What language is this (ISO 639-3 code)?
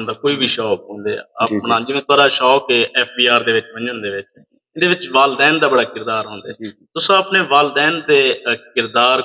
skr